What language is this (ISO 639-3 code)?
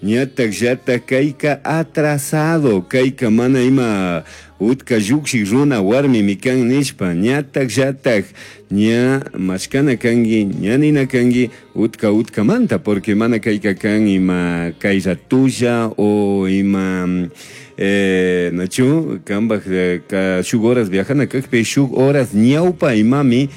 qug